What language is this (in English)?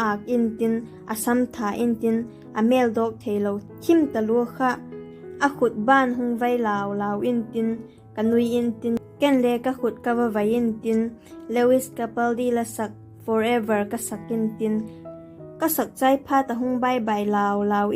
Vaiphei